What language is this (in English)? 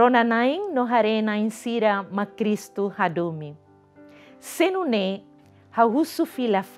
Tetum